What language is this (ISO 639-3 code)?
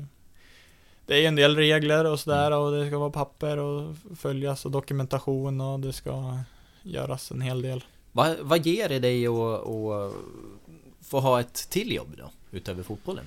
swe